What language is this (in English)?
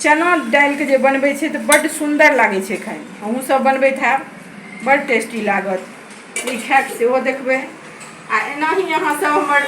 Maithili